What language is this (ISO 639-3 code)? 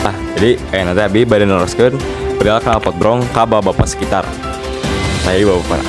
sun